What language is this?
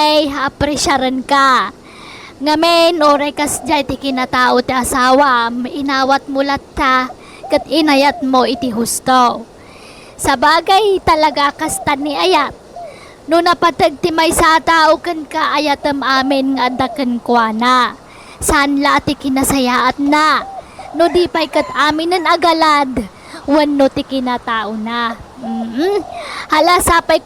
Iloko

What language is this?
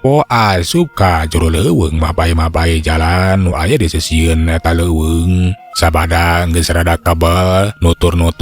Sundanese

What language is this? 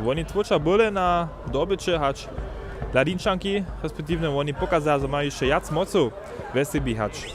Upper Sorbian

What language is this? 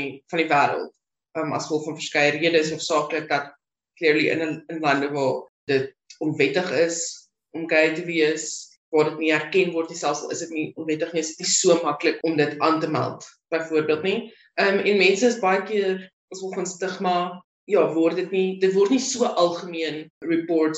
Afrikaans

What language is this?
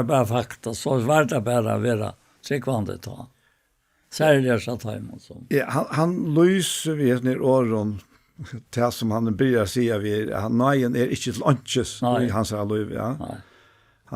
Faroese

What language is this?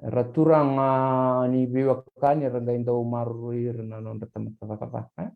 Fijian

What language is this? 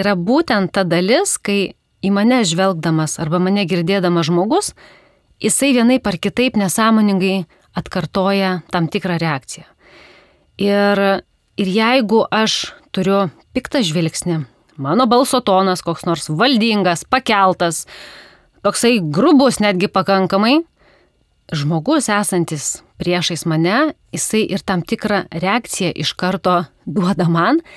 Lithuanian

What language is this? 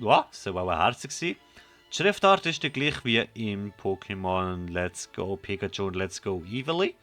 Swiss German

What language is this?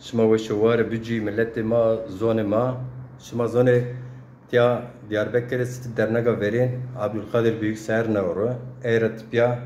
Zaza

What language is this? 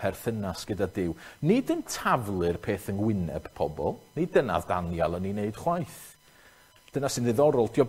Welsh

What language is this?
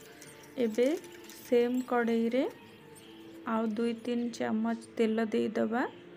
Odia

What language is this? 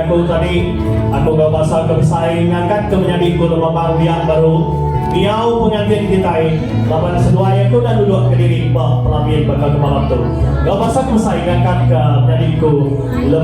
Iban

